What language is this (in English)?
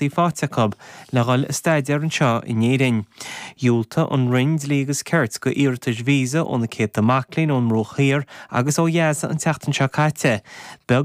Irish